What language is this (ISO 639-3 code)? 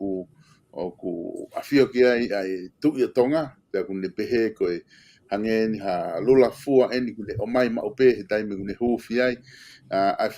ton